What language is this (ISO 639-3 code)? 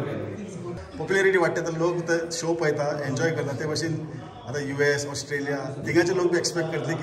kok